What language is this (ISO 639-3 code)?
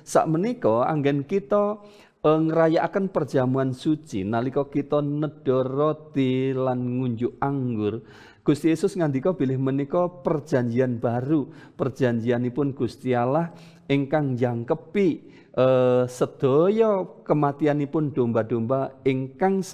jav